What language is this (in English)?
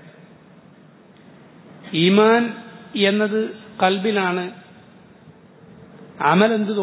Malayalam